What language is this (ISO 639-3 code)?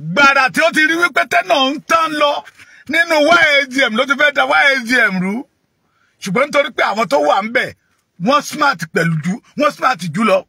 yor